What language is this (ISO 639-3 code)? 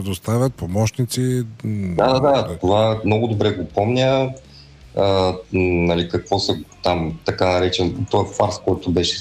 bul